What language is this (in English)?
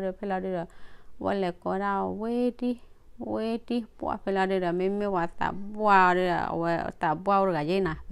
S'gaw Karen